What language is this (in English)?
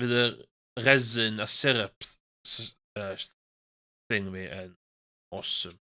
Welsh